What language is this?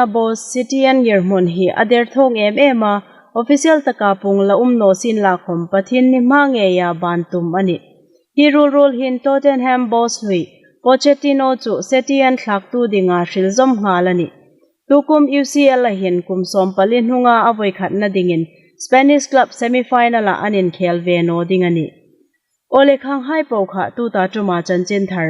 Hmar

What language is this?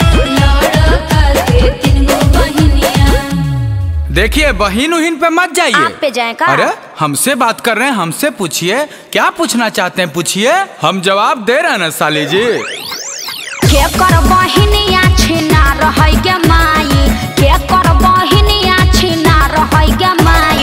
Bhojpuri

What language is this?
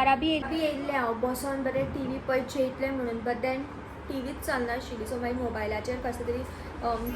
Konkani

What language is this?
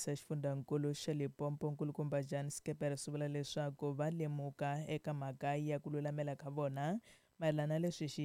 Tsonga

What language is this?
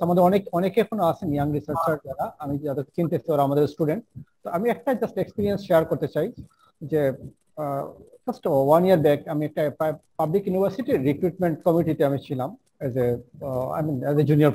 Bangla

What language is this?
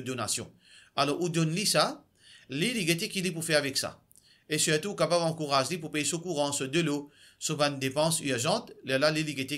Morisyen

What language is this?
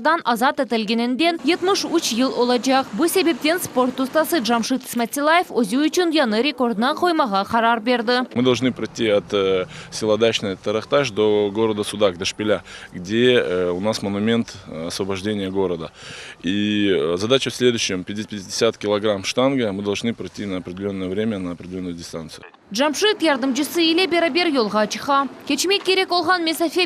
Crimean Tatar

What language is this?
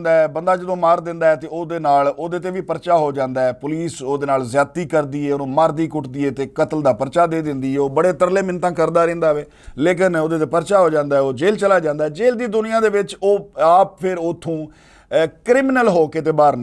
Western Panjabi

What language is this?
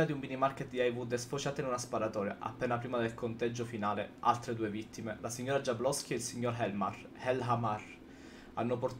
Italian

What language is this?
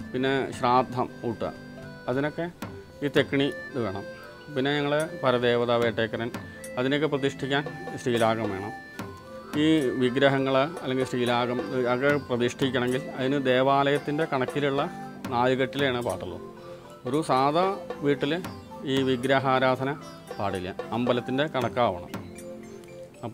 Malayalam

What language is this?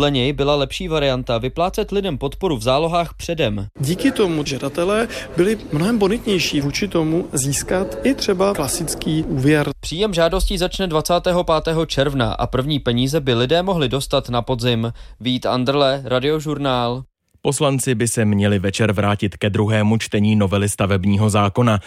Czech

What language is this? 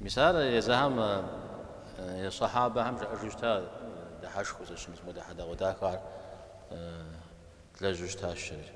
Kabardian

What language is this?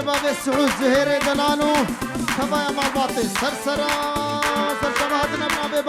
Kurdish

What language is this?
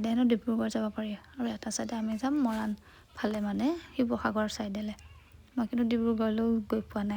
Assamese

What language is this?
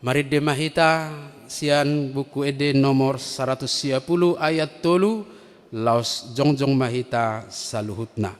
Batak Toba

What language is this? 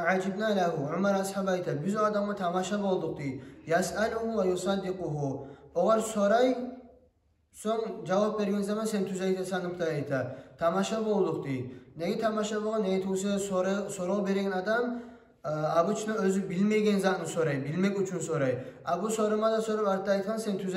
Kumyk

